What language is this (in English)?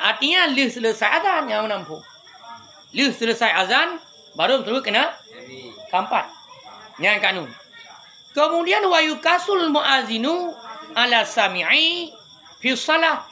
Achinese